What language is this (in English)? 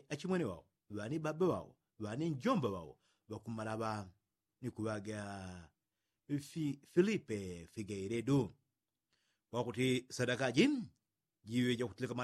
Yao